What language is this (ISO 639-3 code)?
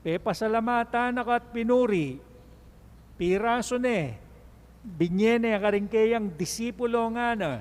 pam